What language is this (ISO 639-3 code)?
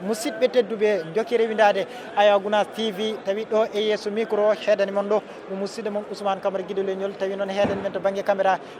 ful